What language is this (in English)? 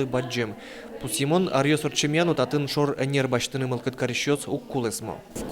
Udmurt